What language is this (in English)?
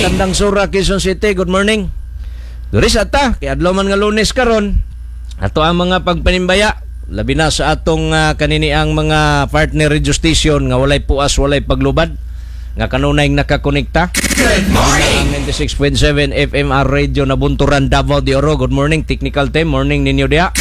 Cebuano